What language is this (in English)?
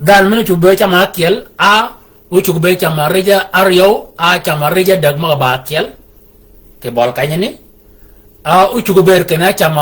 Shilluk